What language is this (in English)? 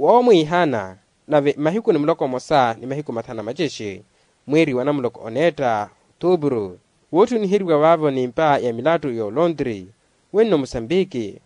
Makhuwa